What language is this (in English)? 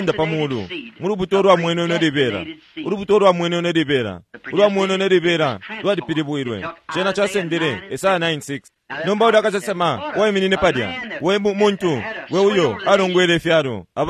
Bemba